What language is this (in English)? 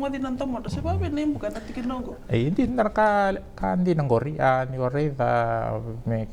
Fijian